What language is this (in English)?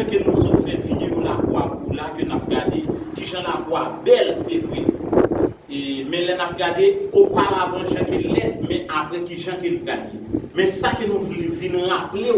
Haitian Creole